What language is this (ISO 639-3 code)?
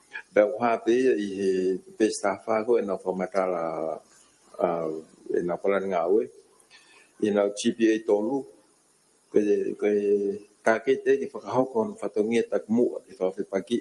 ton